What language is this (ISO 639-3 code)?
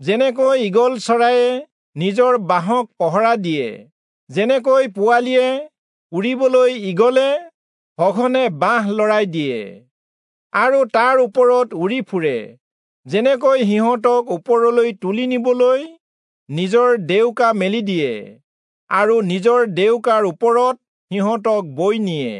asm